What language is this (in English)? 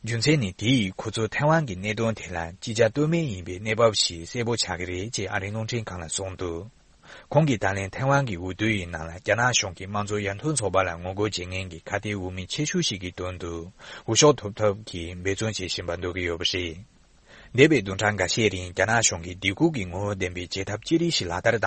Tibetan